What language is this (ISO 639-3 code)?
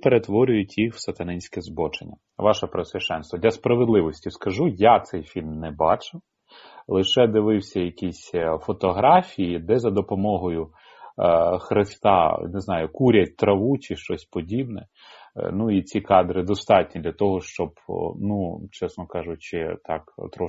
ukr